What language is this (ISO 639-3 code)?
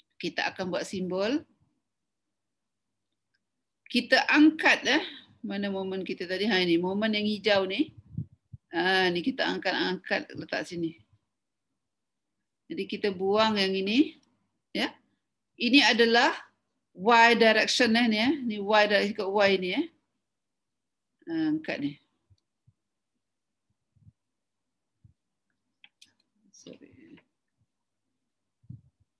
msa